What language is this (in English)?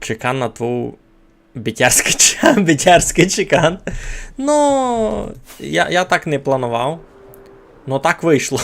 Rusyn